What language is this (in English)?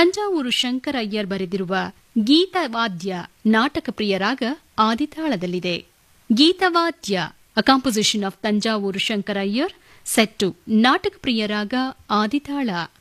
Kannada